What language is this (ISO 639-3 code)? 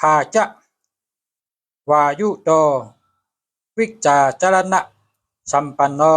shn